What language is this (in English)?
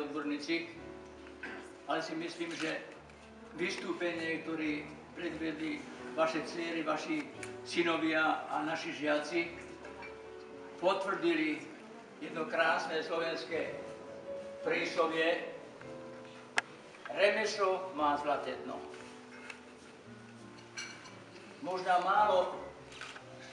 Slovak